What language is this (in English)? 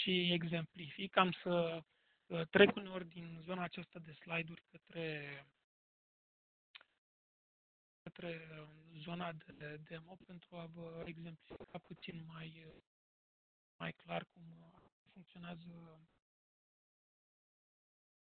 Romanian